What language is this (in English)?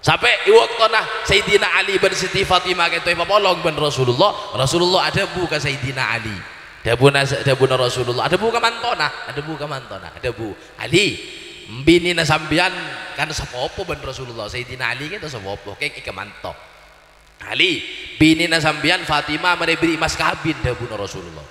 Madurese